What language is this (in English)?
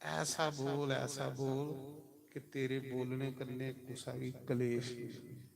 Dogri